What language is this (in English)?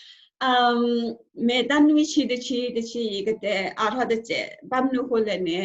S'gaw Karen